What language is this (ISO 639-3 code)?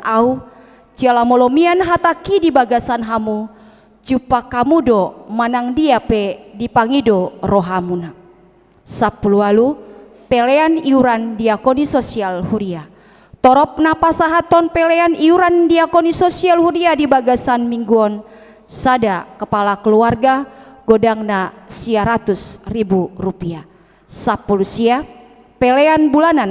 bbc